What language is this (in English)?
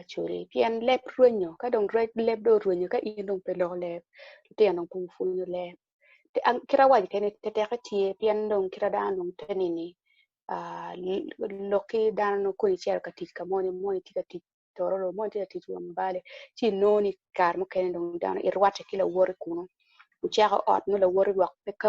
Acoli